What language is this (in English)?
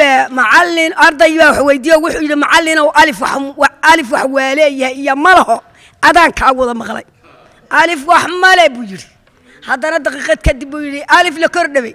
Somali